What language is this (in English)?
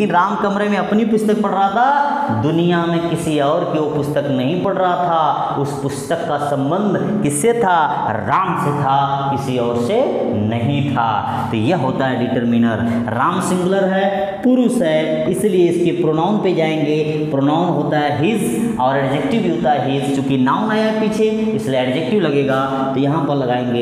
Hindi